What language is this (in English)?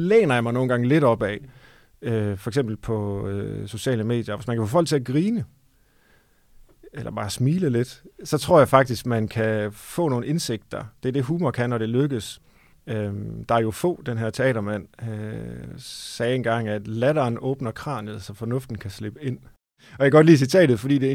Danish